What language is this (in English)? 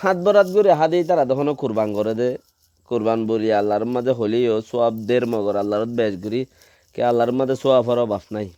Rohingya